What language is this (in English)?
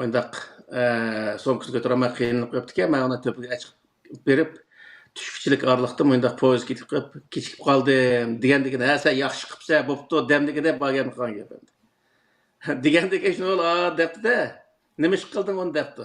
Uyghur